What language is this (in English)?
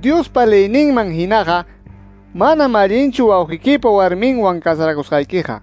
Quechua